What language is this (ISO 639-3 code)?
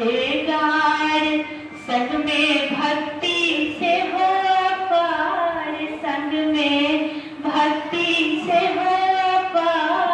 mai